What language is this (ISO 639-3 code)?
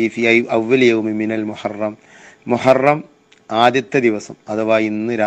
mal